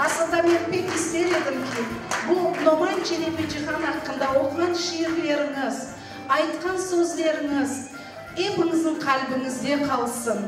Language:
Crimean Tatar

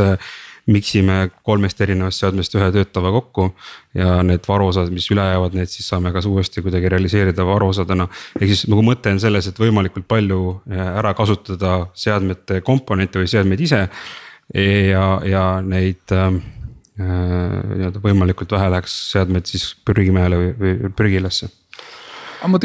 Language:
Estonian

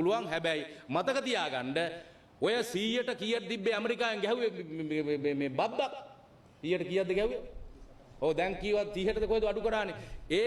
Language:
Sinhala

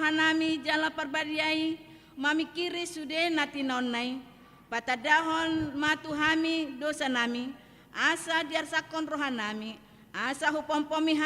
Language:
Batak Toba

